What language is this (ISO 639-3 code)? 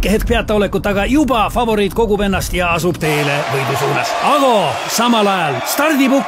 est